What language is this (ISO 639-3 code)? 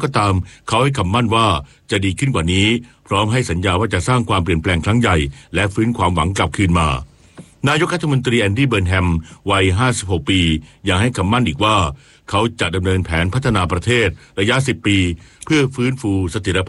tha